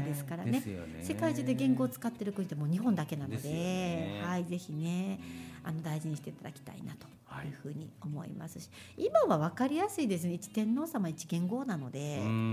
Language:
Japanese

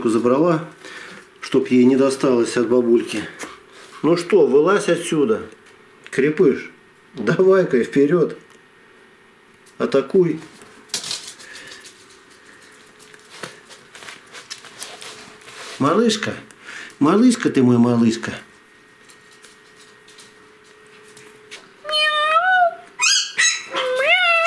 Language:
Russian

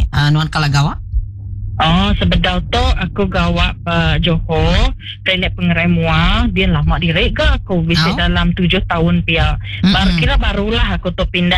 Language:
Iban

